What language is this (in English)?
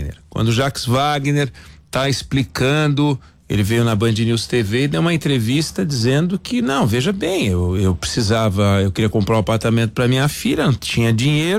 Portuguese